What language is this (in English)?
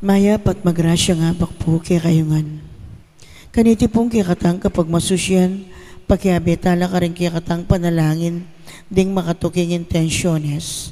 Pampanga